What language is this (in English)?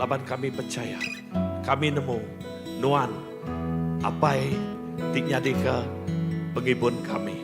Iban